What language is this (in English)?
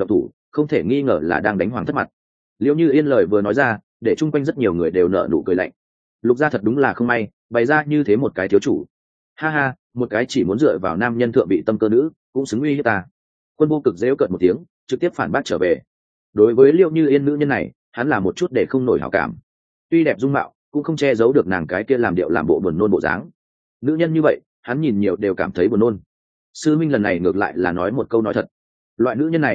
Vietnamese